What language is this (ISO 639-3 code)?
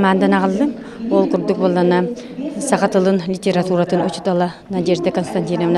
sah